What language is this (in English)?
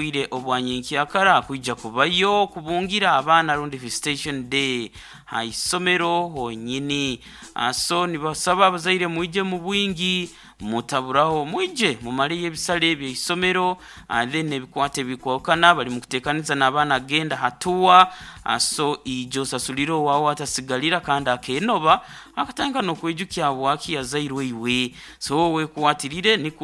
Nyoro